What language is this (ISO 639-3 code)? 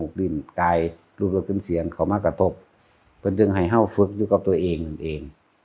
tts